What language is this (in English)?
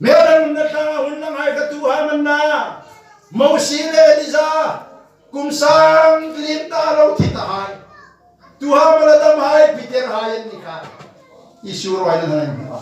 Hmar